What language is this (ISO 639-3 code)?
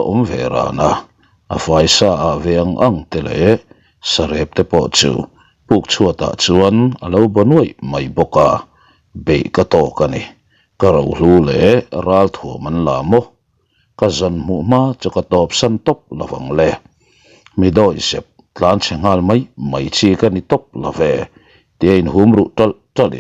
lus